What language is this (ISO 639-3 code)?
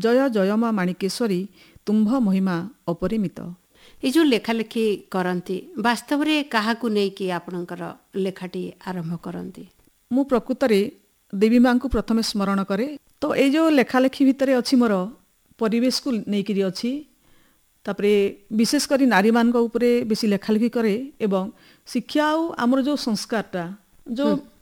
ori